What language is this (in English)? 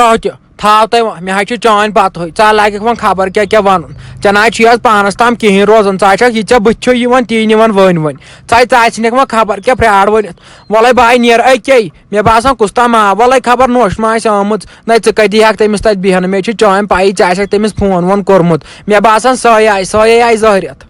Kashmiri